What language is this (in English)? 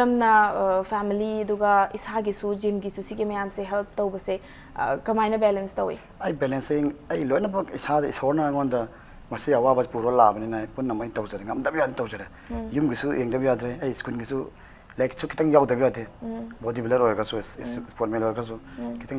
Manipuri